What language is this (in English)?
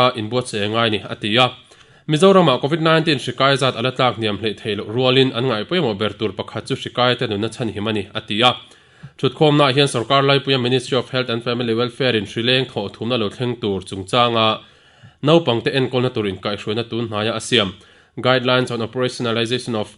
Mizo